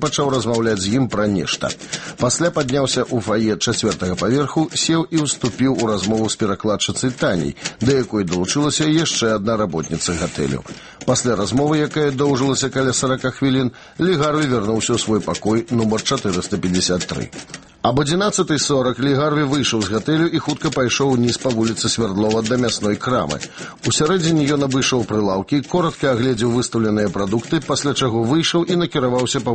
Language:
Belarusian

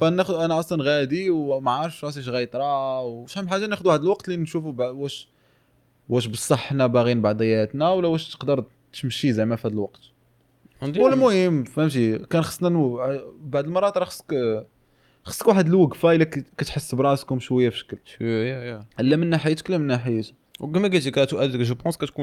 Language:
Moroccan Arabic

